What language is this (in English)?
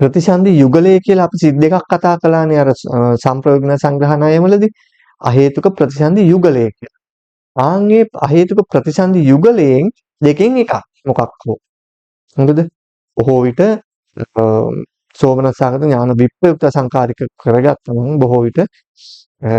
Sinhala